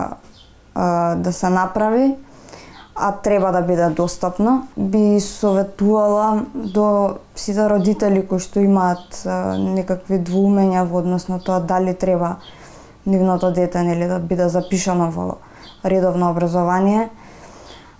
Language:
Macedonian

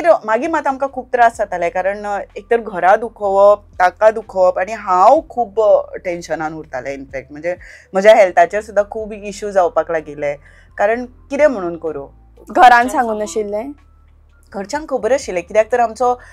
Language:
Konkani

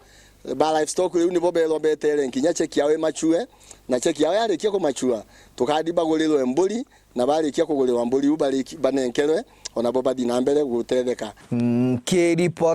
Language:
Meru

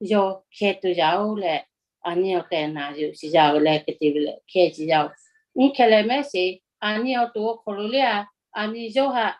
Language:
Lahu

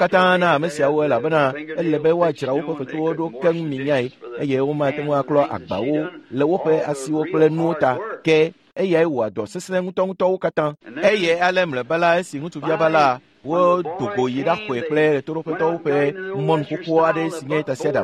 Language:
Ewe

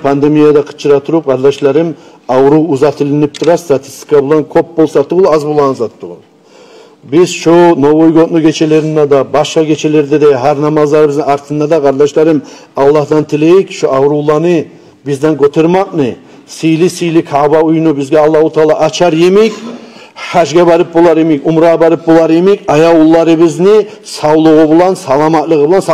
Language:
Kumyk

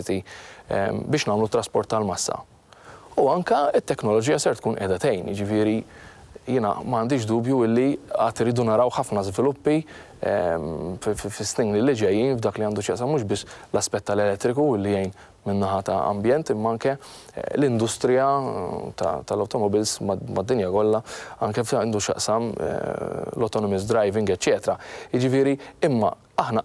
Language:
Maltese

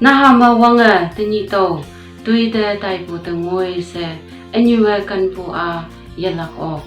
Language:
Konyak Naga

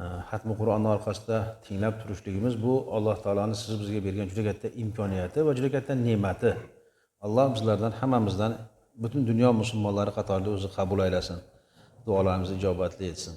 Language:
Uzbek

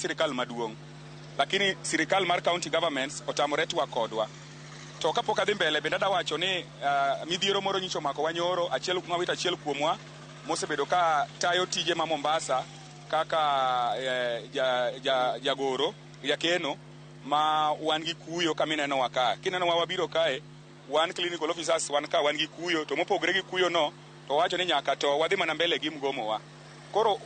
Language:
Luo (Kenya and Tanzania)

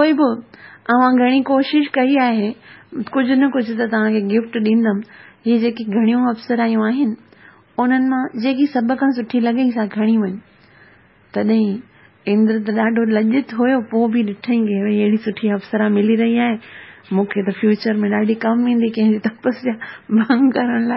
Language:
Sindhi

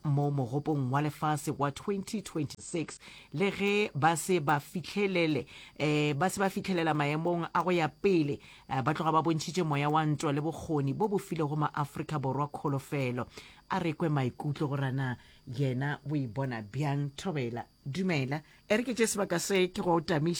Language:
Northern Sotho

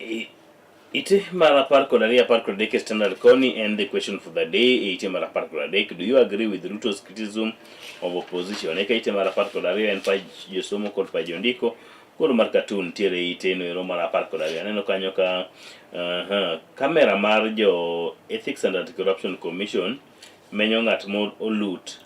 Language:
Luo (Kenya and Tanzania)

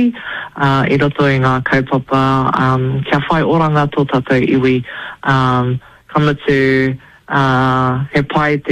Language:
Māori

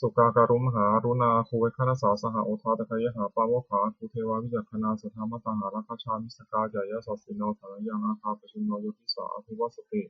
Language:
Pali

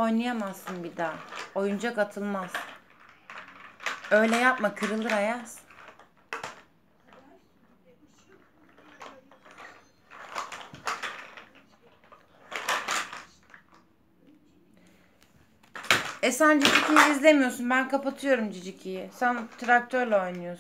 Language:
Turkish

